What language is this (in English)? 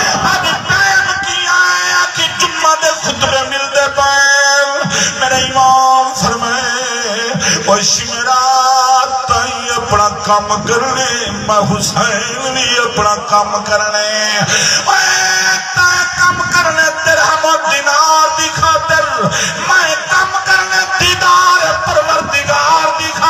Saraiki